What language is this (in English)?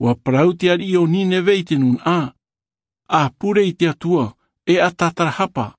Tahitian